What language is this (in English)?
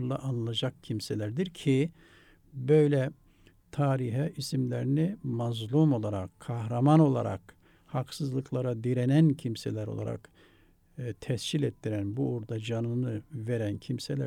Turkish